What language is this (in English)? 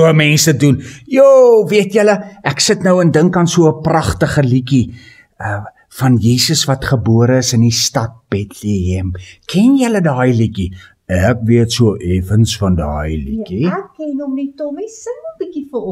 Afrikaans